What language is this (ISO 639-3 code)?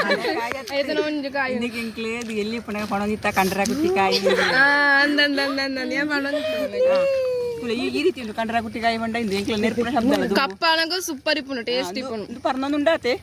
tcy